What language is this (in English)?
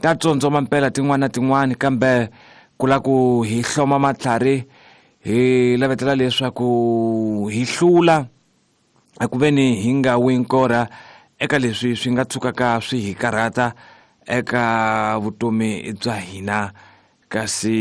Tsonga